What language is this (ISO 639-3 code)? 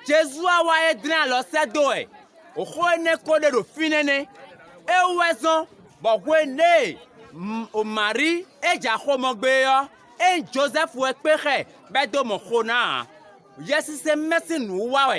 fon